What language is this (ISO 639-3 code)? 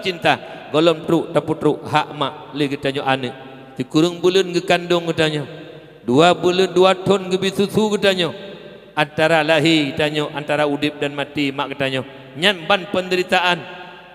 ace